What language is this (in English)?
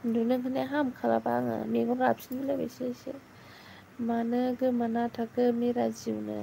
Bodo